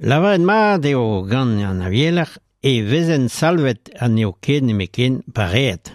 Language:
Breton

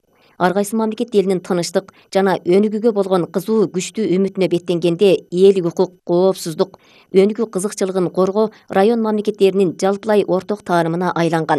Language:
Kyrgyz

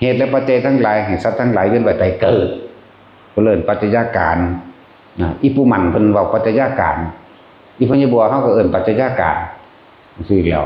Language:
Northeastern Thai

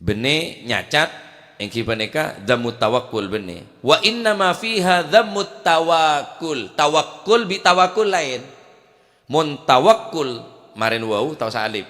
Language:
Madurese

